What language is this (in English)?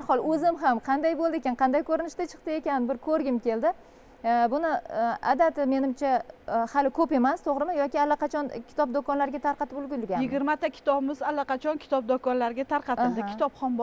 Uzbek